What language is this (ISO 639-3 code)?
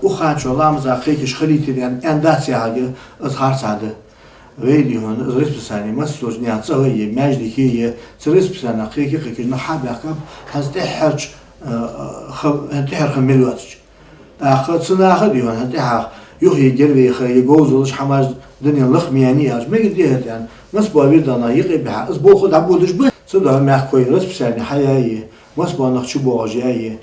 inh